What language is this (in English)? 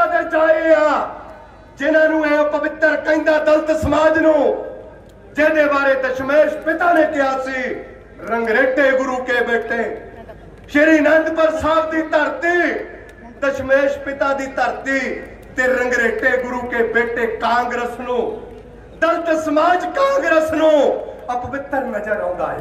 Punjabi